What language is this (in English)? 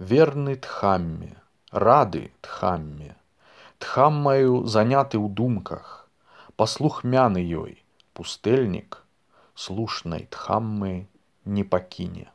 Belarusian